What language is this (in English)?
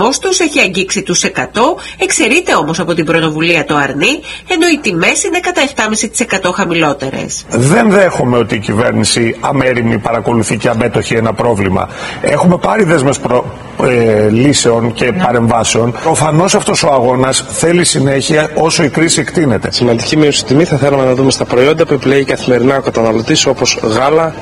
Greek